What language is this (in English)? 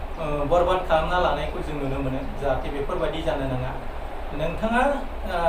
Bodo